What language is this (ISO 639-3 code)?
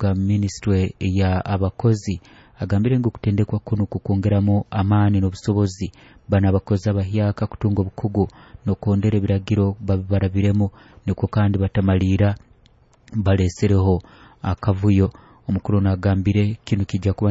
nyo